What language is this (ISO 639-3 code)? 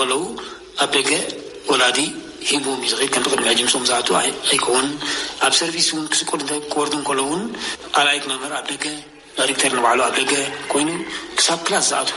tir